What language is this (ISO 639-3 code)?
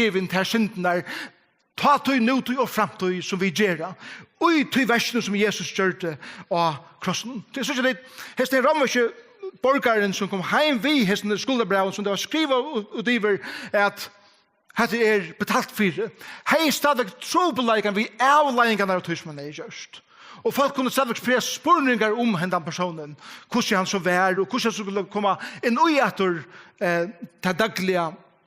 fao